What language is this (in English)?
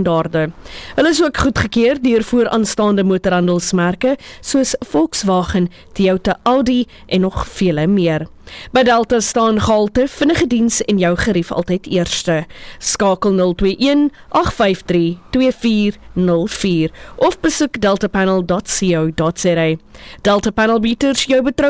Afrikaans